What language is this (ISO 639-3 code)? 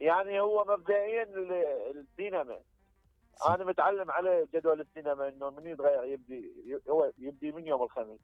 acm